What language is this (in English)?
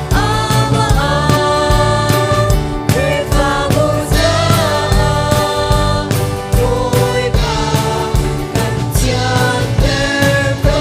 Hakha Chin